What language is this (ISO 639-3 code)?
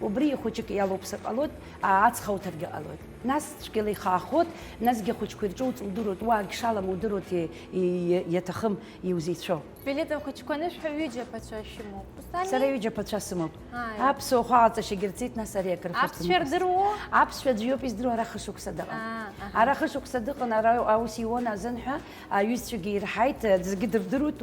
abk